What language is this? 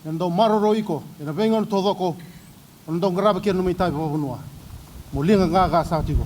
Fijian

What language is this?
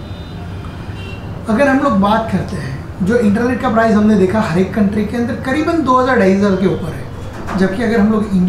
Hindi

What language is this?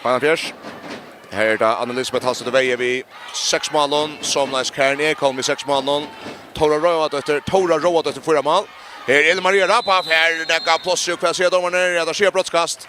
Faroese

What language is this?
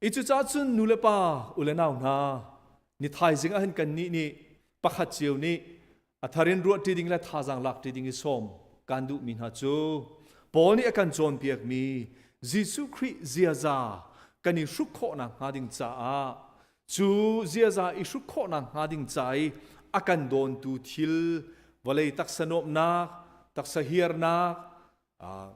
Hakha Chin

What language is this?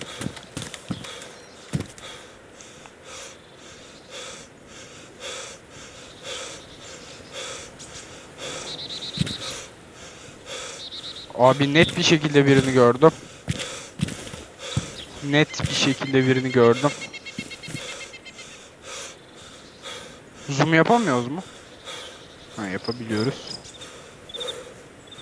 Turkish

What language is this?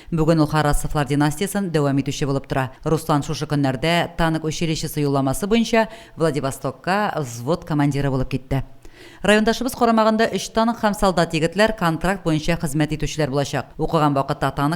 Tatar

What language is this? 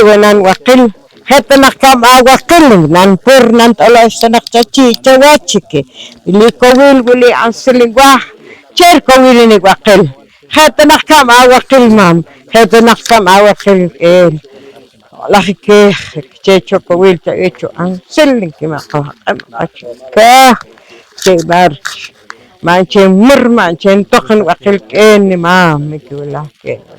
Poqomchi'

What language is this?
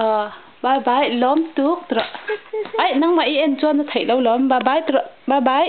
Mizo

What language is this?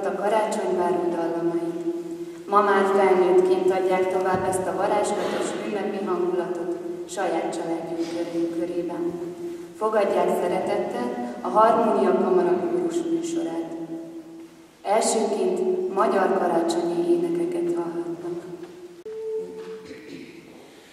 Hungarian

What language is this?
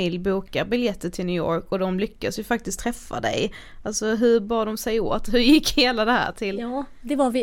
Swedish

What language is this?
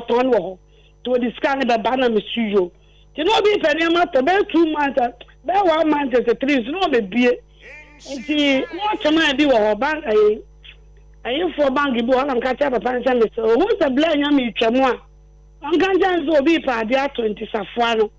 Akan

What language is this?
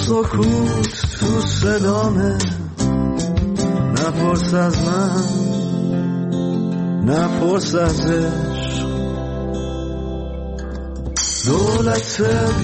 Persian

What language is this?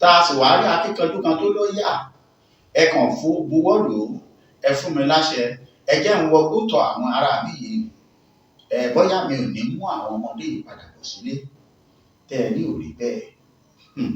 Yoruba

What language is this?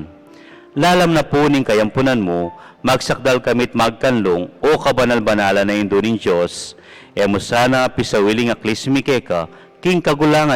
Pampanga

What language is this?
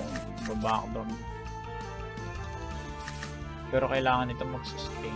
Filipino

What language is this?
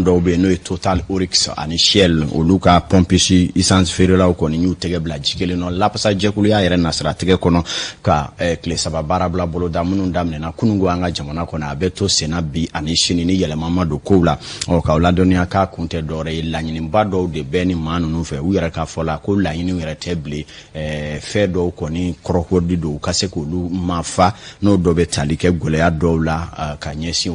Bambara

